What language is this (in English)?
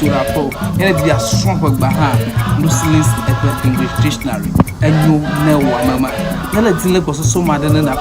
Ewe